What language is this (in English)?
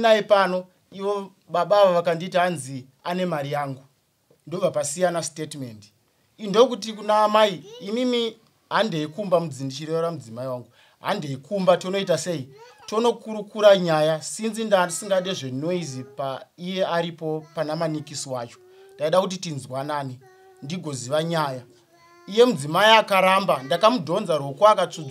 Shona